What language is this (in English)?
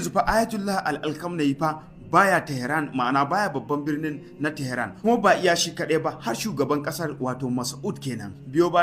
Hausa